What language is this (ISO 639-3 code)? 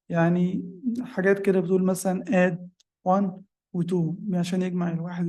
arz